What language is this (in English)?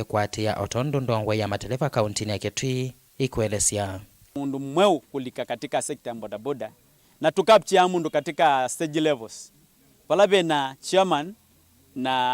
Kamba